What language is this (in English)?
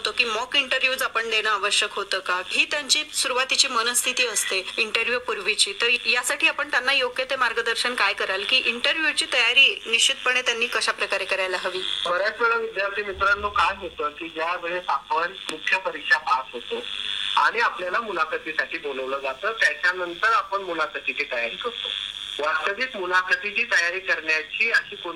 Marathi